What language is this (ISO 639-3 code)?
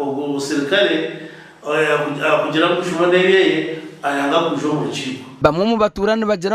nyn